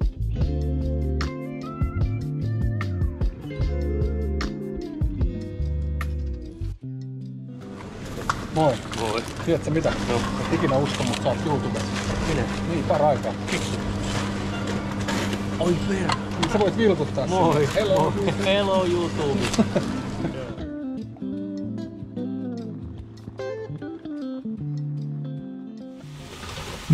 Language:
Finnish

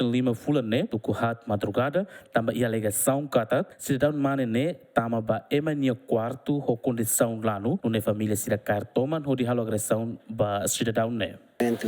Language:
Tetum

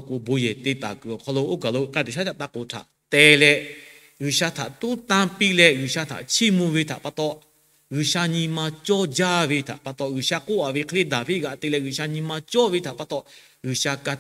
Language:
Lahu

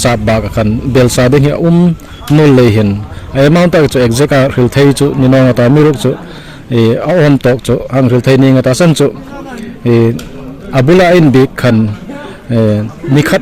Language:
Hmar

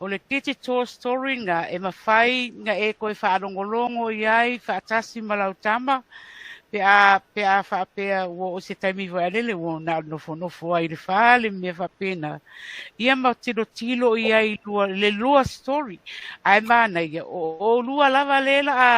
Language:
Samoan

